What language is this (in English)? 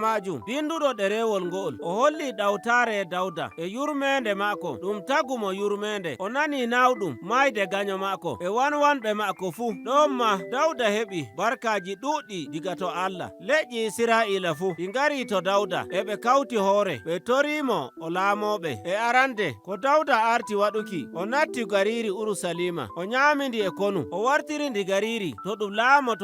Nigerian Fulfulde